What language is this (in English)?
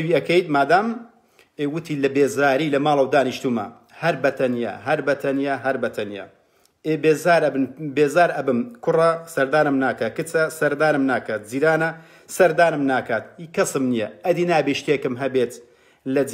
Central Kurdish